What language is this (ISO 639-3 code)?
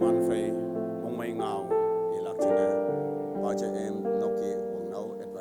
nbe